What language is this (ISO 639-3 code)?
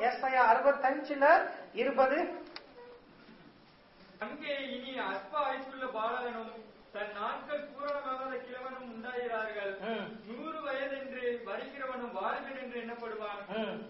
tam